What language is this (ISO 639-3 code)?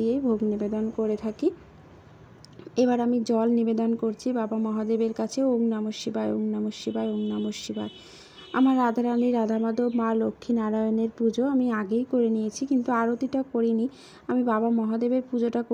ben